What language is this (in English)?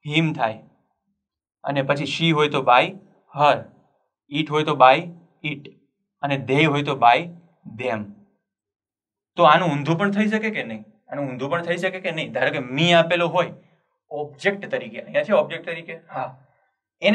Gujarati